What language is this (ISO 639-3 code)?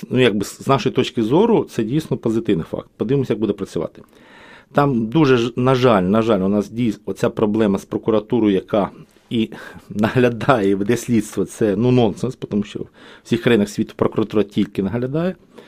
ukr